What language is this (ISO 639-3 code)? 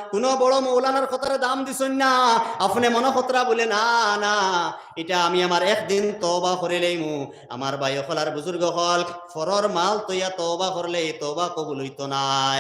syl